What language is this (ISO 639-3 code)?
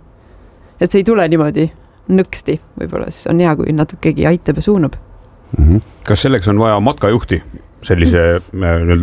est